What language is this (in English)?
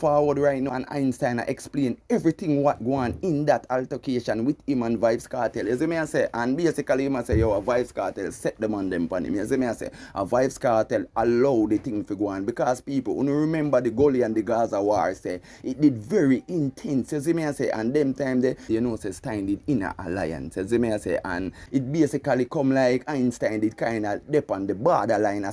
Jamaican Creole English